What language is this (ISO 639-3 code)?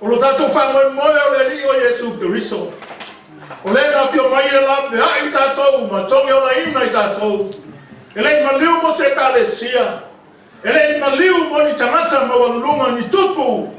smo